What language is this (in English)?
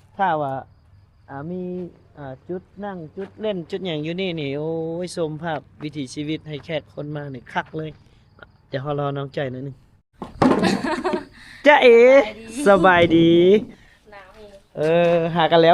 Lao